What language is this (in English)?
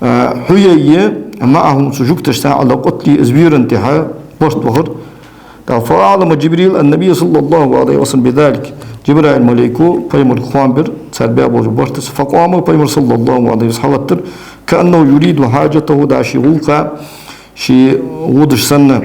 Ingush